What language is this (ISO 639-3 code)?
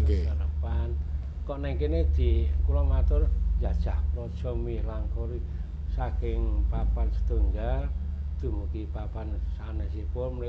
jav